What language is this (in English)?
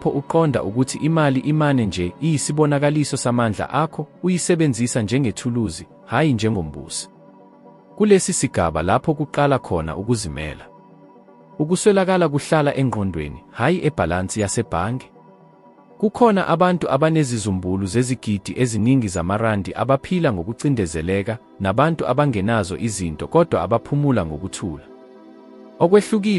Zulu